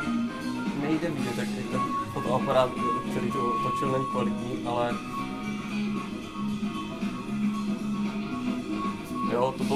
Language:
Czech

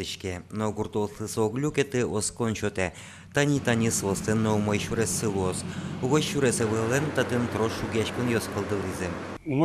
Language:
Udmurt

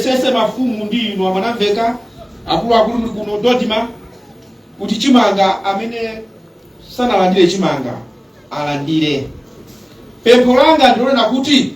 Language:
Nyanja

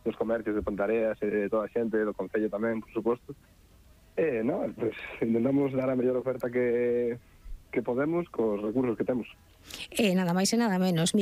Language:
Galician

